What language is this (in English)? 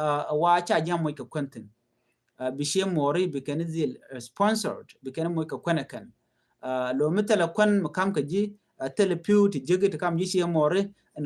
Nuer